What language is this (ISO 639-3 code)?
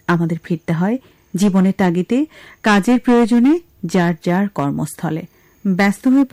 ben